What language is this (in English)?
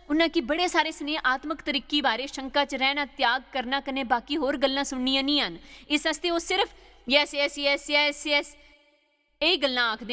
Dogri